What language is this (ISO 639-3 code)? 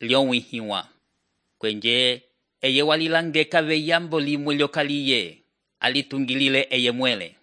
umb